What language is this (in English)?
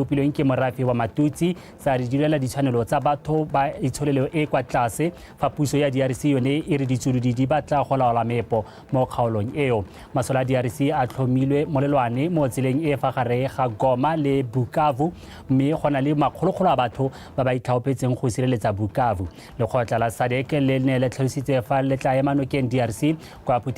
Tswana